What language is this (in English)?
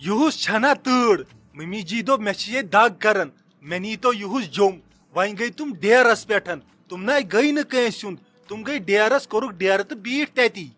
Kashmiri